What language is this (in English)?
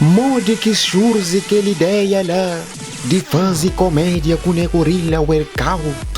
Kabuverdianu